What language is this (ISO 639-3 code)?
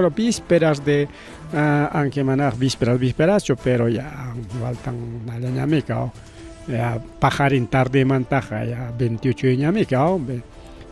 quy